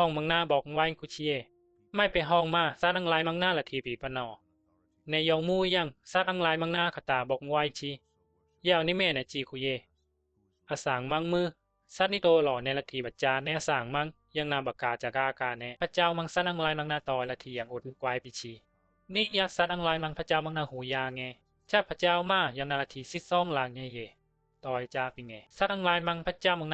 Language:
Bisu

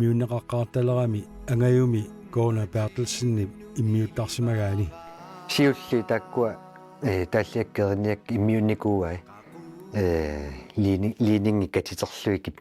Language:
Kalaallisut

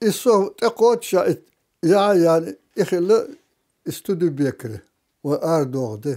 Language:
Chechen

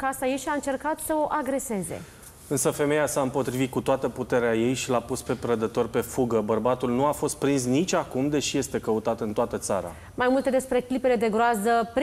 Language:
Romanian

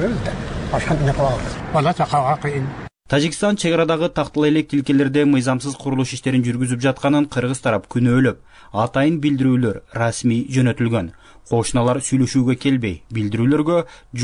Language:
Kyrgyz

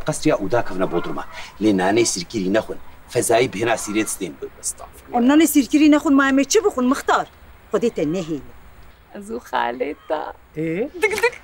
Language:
Kurdish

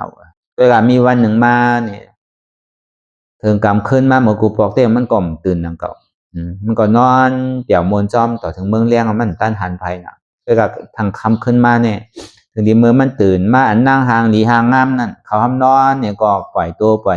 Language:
Shan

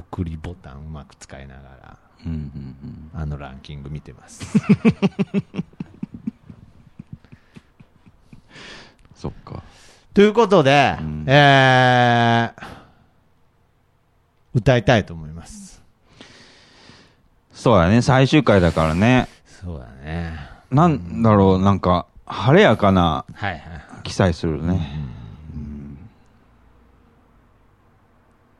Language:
Japanese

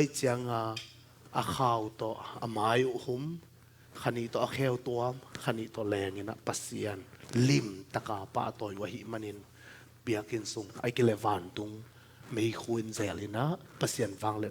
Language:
Tedim Chin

